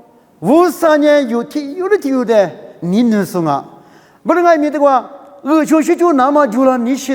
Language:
Lisu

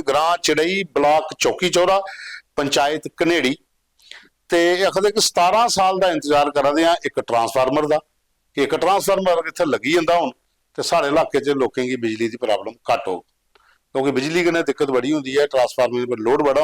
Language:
Dogri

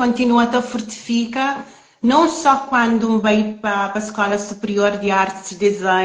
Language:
Kabuverdianu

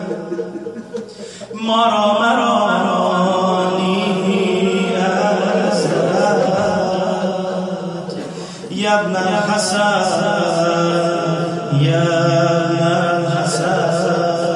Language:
Persian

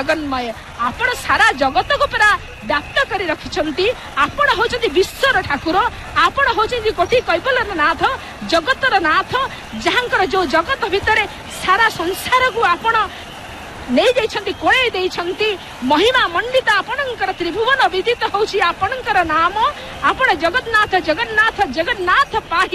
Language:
Odia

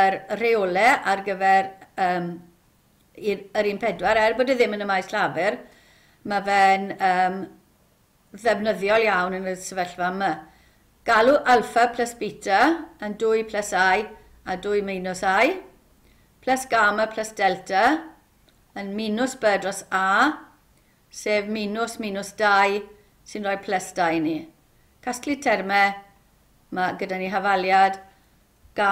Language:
Welsh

